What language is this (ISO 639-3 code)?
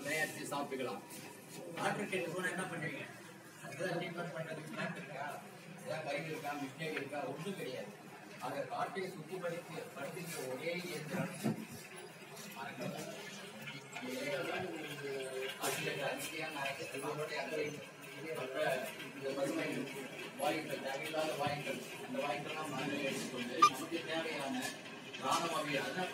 tam